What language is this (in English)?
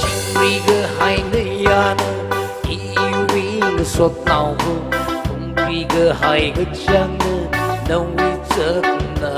Tangkhul Naga (India)